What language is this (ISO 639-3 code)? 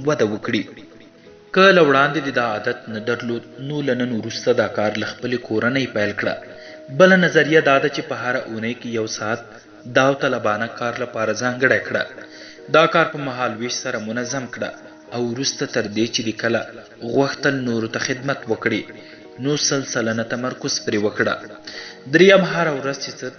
pus